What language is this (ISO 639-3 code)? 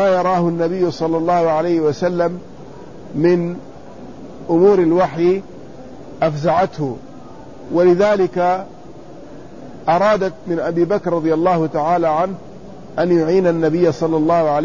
ara